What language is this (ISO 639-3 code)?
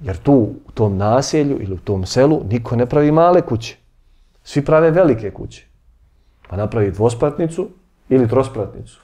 bos